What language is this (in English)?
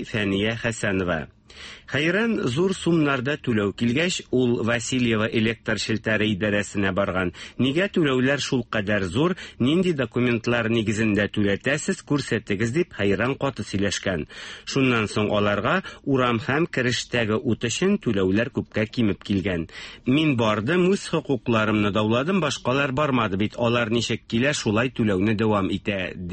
Tatar